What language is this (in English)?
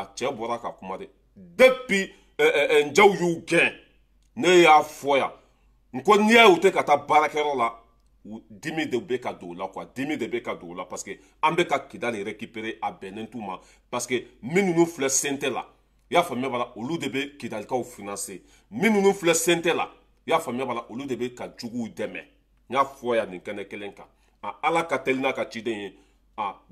Bambara